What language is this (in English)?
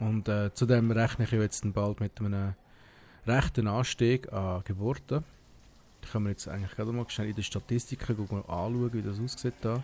Swiss German